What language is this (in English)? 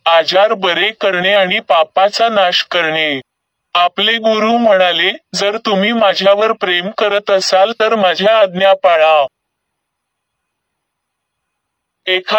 Marathi